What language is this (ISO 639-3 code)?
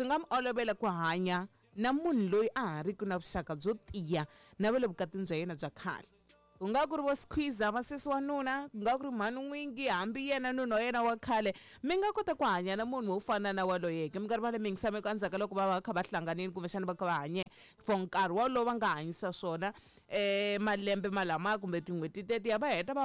tso